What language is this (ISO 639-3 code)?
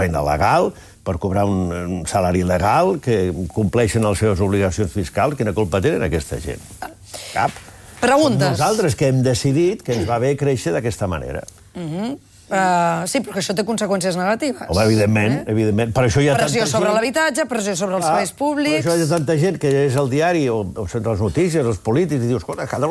cat